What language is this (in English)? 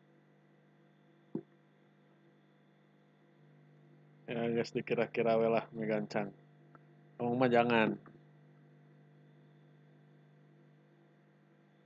Indonesian